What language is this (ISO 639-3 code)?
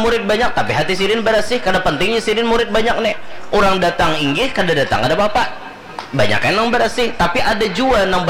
bjn